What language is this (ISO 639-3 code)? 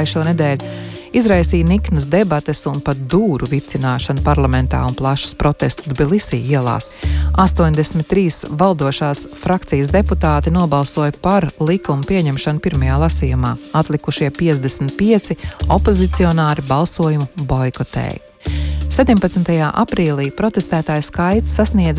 lav